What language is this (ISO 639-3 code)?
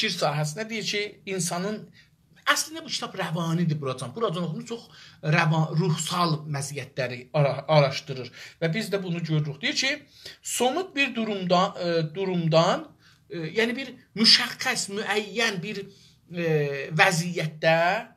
azb